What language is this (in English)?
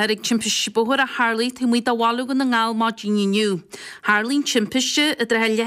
Irish